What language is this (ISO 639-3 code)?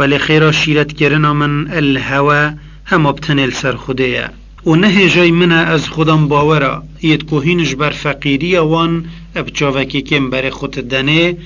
kur